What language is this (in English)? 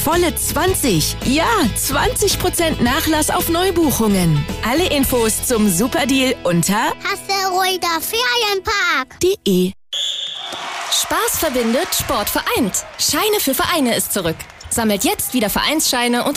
German